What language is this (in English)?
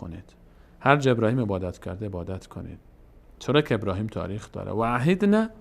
Persian